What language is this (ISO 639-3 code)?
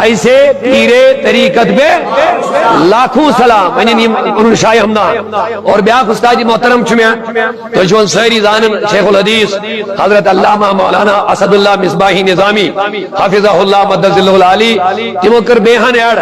kas